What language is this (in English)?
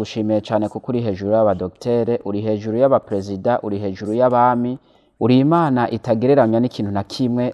Rundi